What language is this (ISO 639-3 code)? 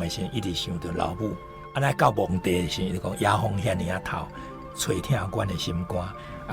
nan